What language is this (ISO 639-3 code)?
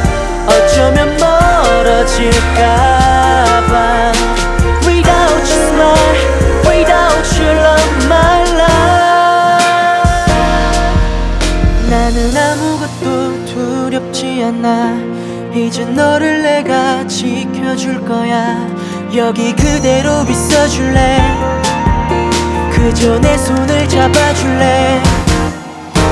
kor